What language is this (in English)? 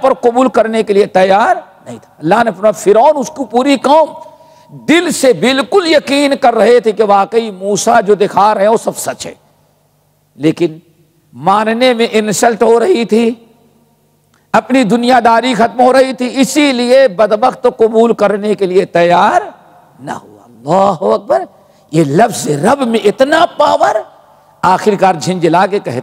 Urdu